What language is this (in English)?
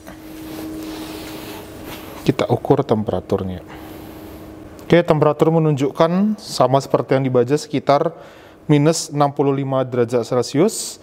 Indonesian